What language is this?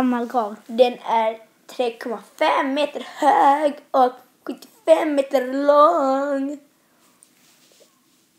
Swedish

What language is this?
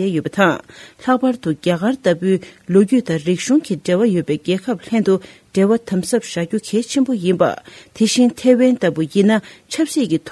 Tibetan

